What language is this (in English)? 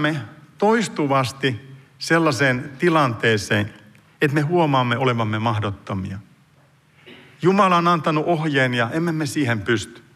Finnish